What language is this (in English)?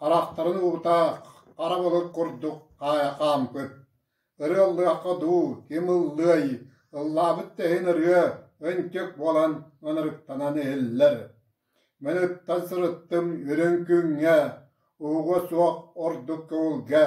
Yakut